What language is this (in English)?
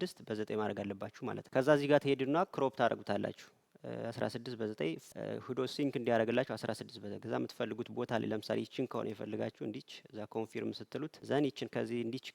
Amharic